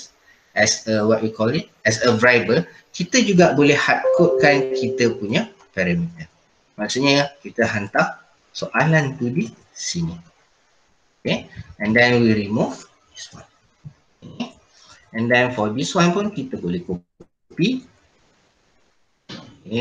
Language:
Malay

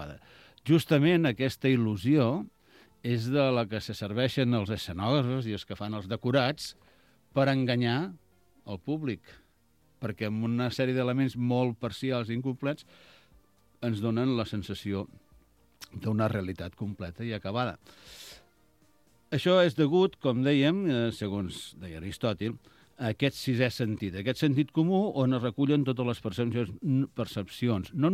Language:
Catalan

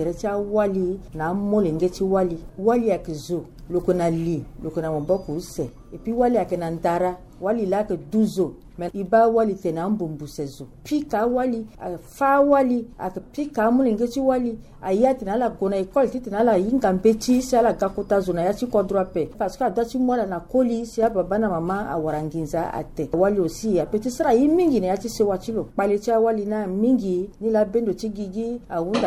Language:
Sango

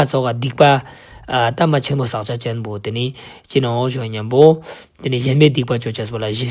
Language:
Ladakhi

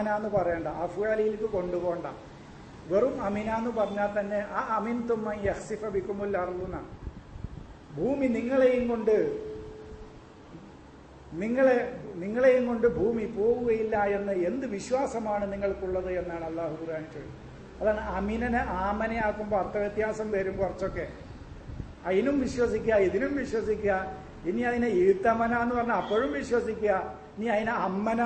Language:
Malayalam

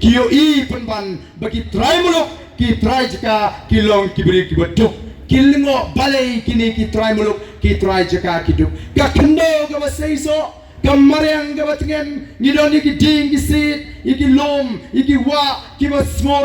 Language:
Khasi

